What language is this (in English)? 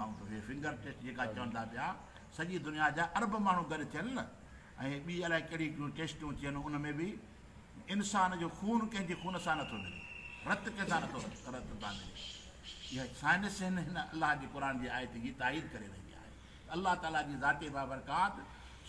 Sindhi